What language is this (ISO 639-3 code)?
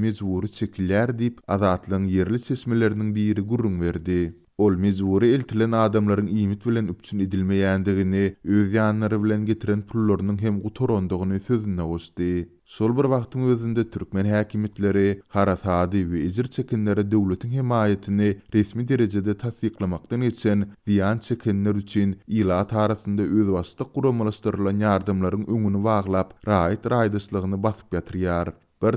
tuk